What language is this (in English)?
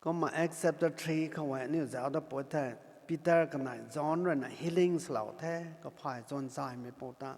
Rongmei Naga